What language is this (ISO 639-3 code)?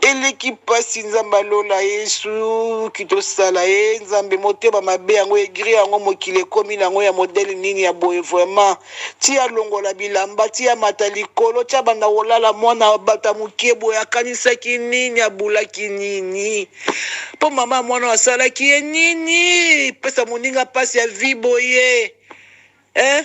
lin